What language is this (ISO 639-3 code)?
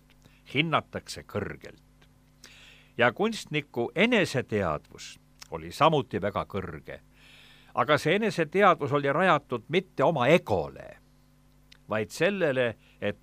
est